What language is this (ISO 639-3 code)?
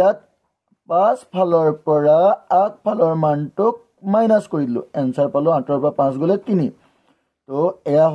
asm